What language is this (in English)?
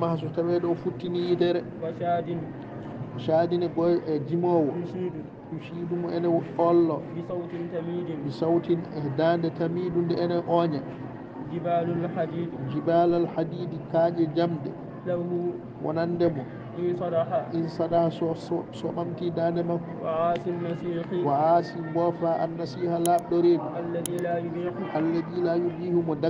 Fula